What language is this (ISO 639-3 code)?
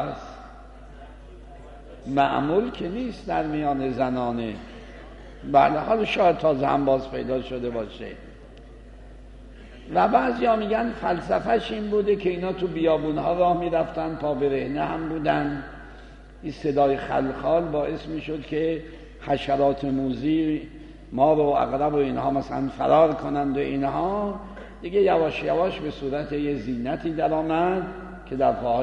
fas